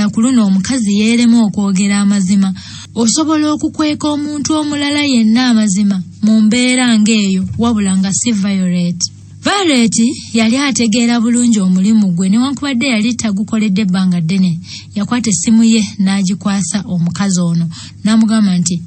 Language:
Ganda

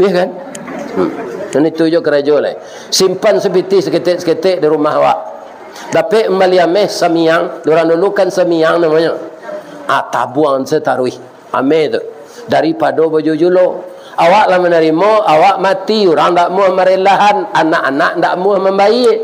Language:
Minangkabau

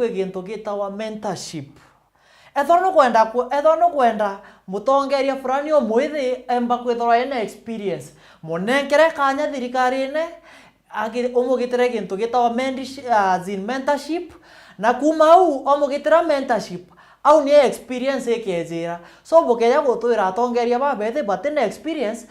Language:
Meru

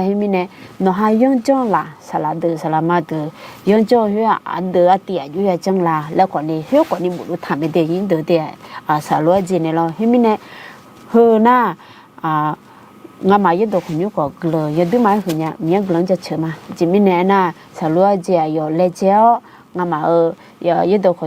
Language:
Akha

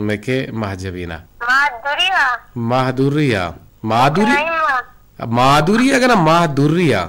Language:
Eastern Balochi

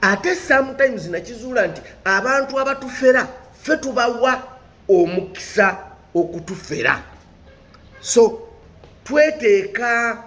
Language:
Ganda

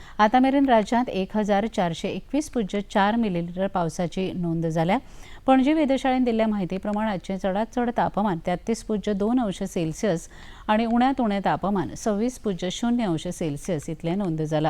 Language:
Konkani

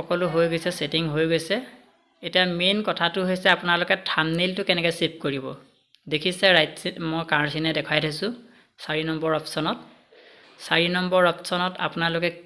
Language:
Assamese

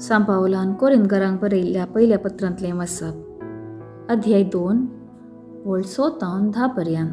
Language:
Konkani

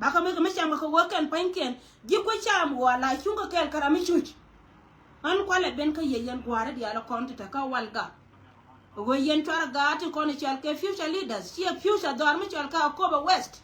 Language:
Nuer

